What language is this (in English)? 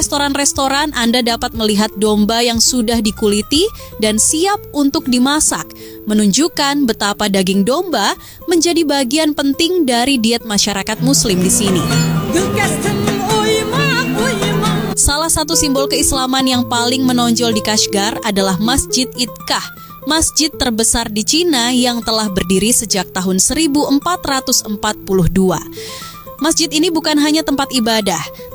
Indonesian